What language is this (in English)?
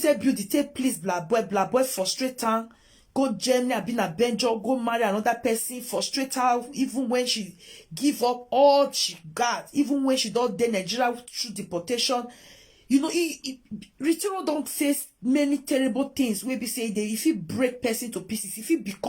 Nigerian Pidgin